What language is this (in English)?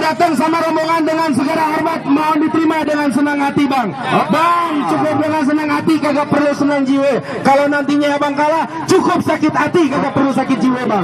Betawi